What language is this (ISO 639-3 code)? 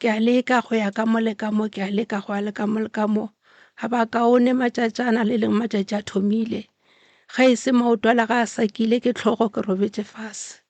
nso